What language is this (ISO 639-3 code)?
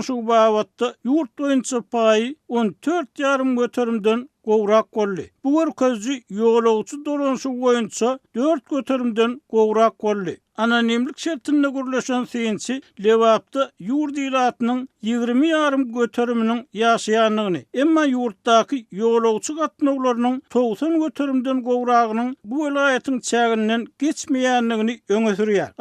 tuk